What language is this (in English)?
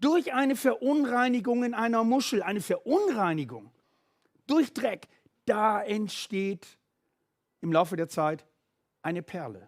Swiss German